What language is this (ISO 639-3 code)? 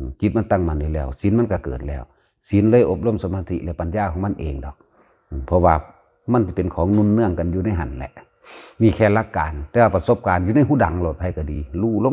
tts